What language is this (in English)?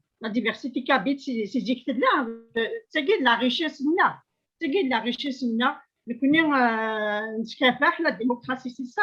Kabyle